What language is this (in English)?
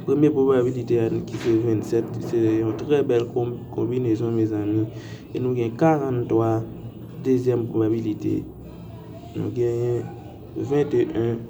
Haitian Creole